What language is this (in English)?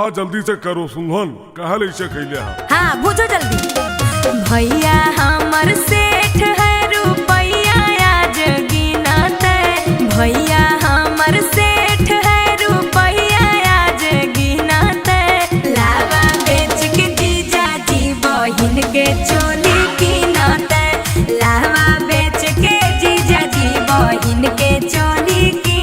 Magahi